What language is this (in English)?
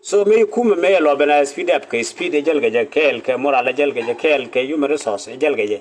Nuer